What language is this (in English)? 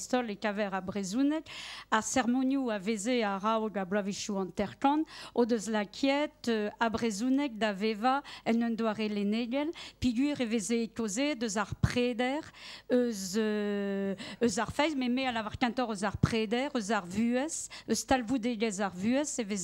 Breton